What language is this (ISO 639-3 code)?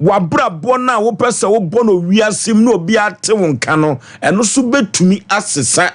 aka